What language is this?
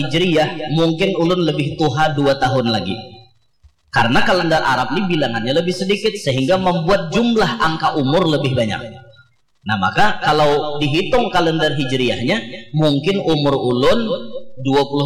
Banjar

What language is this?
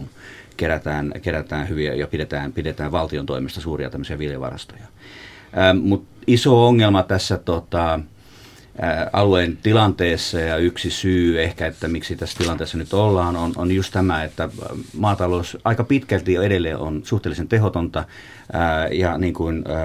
Finnish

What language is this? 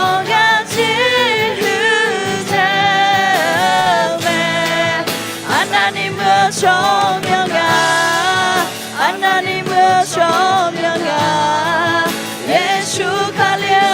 Akha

